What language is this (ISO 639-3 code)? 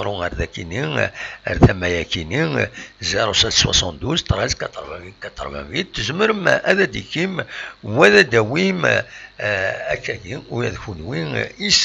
kab